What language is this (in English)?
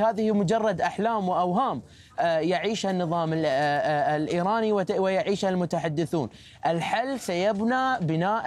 Arabic